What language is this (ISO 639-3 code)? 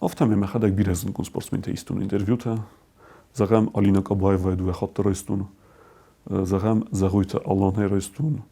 oss